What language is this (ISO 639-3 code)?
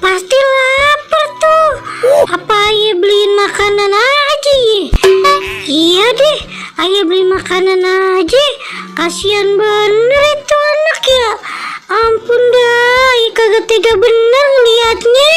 bew